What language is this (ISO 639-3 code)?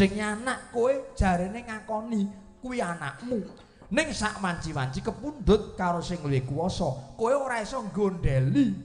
jav